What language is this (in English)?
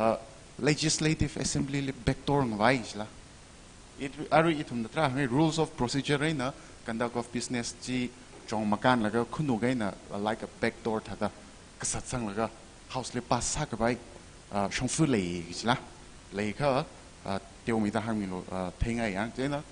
Tangkhul Naga (India)